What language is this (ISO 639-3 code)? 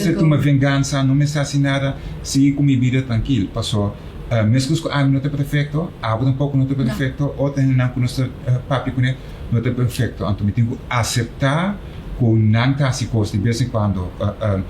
pap